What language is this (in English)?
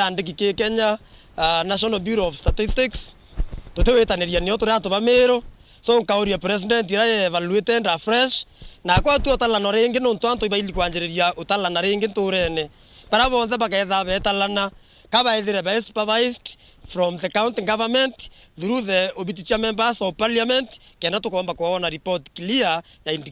Meru